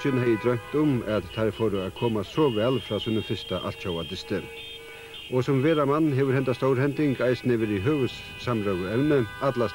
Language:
Faroese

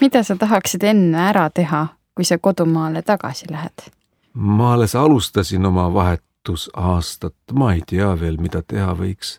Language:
Estonian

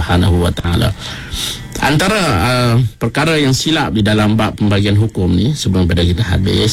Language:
Malay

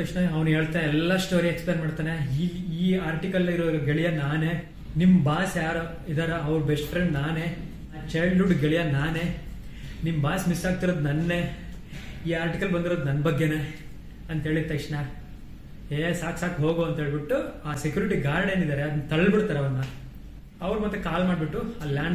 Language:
Kannada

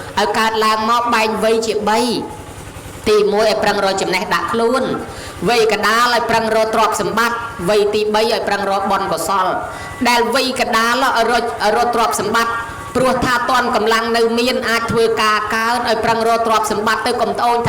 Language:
Khmer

